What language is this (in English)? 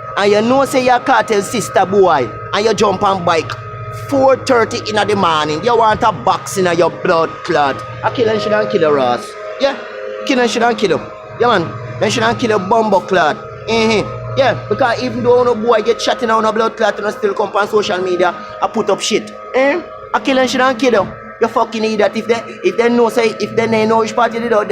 Jamaican Creole English